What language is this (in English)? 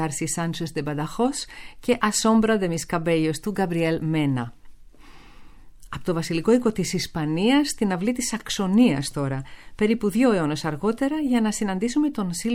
Greek